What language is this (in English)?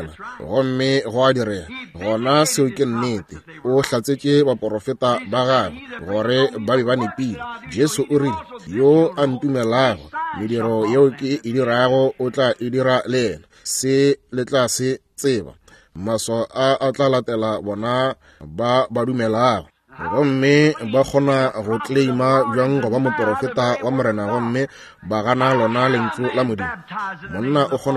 Northern Sotho